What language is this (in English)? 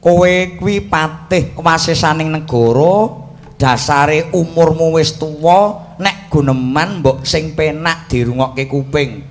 Javanese